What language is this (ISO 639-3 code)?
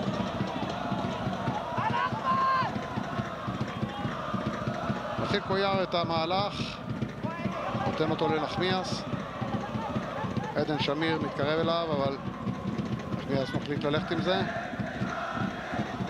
heb